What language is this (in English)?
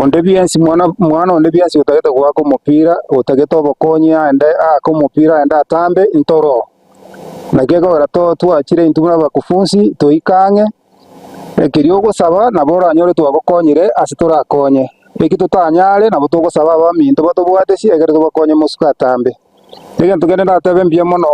Gusii